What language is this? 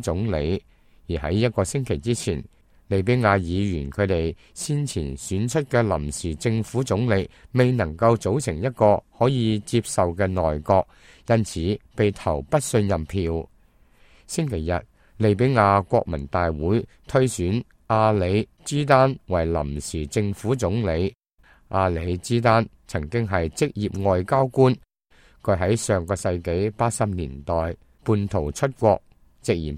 Cantonese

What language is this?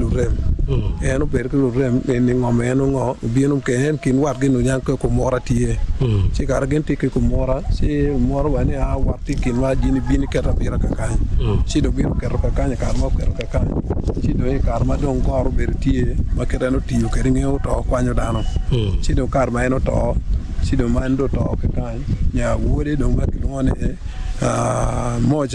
Acoli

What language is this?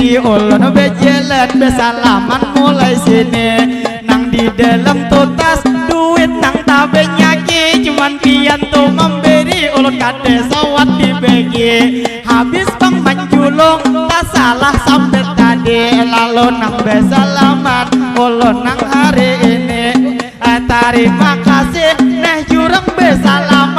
Banjar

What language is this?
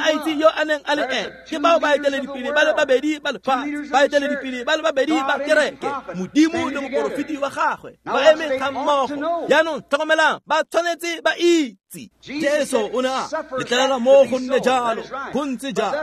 Tswana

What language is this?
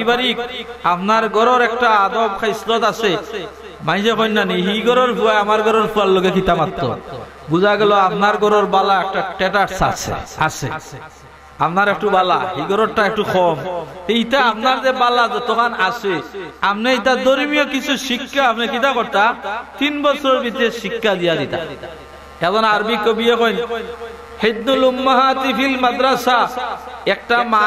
Sylheti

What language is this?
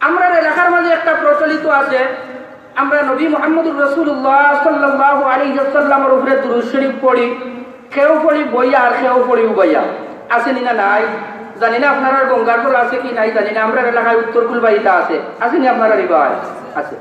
Sylheti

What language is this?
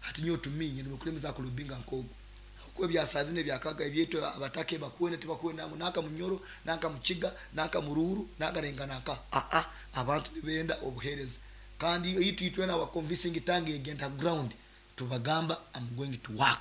Nyankole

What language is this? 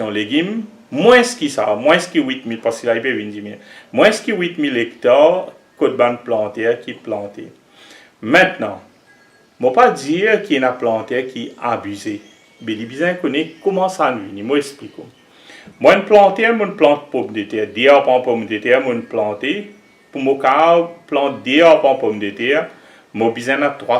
Morisyen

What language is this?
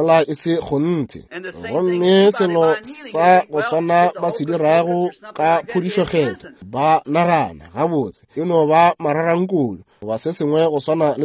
Northern Sotho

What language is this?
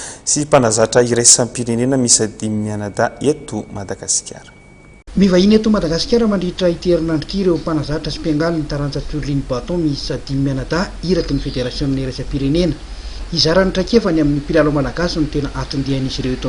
Malagasy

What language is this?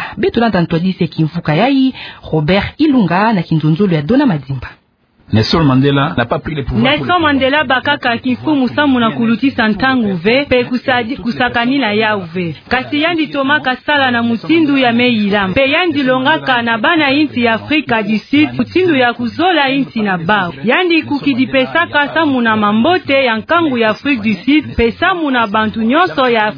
Kituba (Democratic Republic of Congo)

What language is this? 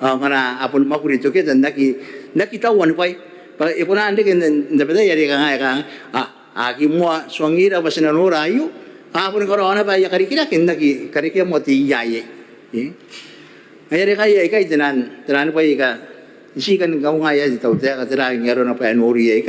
Gilbertese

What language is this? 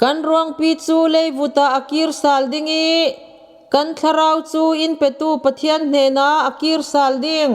Falam Chin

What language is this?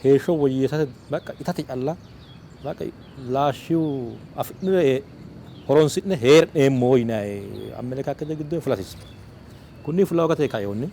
Sidamo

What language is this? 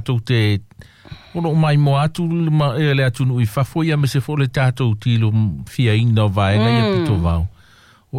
Samoan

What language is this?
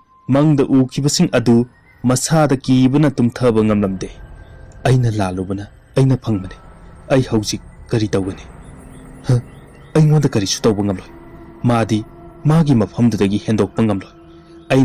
Manipuri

